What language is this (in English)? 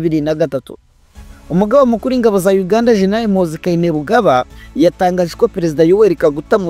Kinyarwanda